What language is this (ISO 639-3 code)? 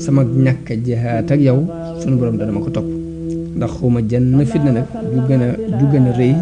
wol